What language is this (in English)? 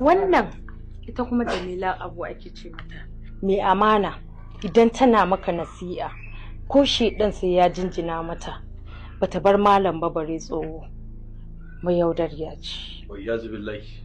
Hausa